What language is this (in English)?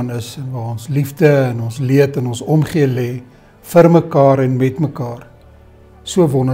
Afrikaans